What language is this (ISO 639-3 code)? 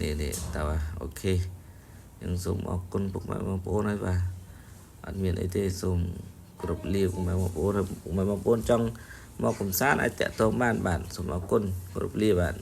khm